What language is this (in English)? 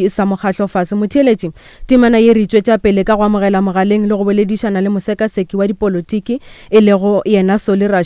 Northern Sotho